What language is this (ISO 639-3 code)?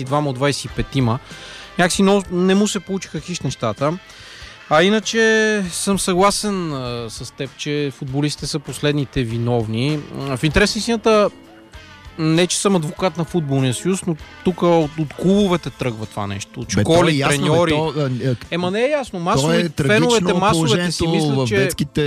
bul